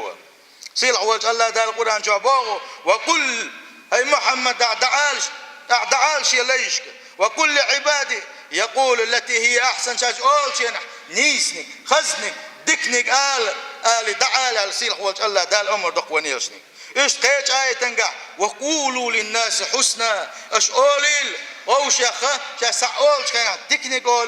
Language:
Chechen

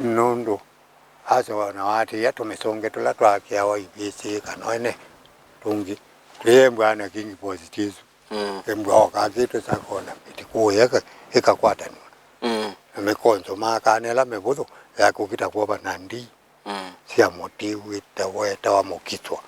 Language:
Kamba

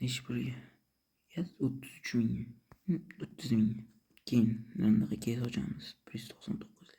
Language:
Uzbek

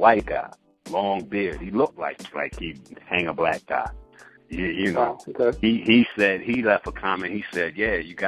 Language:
English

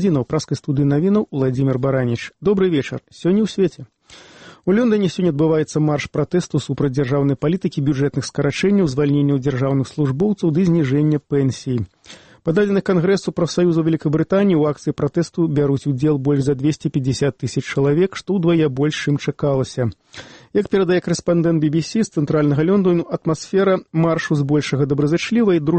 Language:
Belarusian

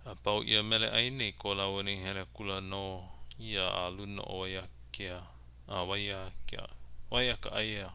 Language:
Hawaiian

